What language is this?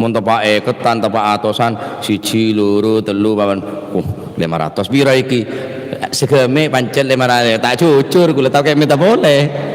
Madurese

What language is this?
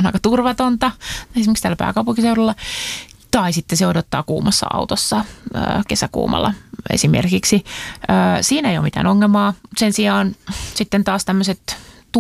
Finnish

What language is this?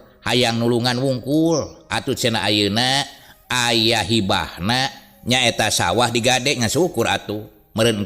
Sundanese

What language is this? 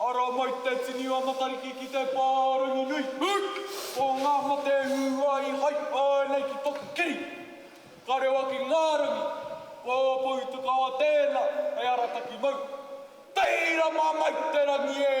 Māori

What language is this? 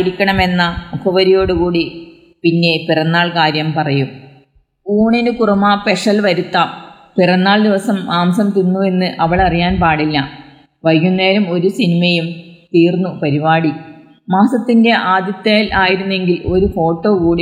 Malayalam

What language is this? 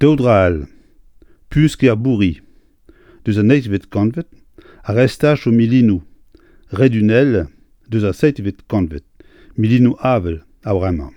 Breton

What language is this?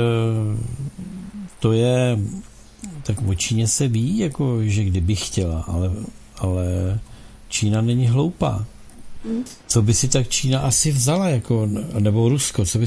Czech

